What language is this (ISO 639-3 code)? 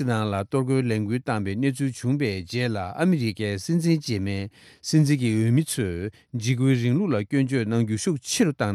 bod